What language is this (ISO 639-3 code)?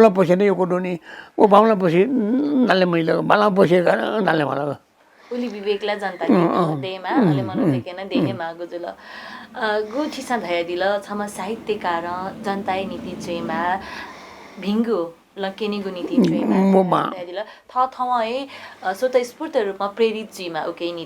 new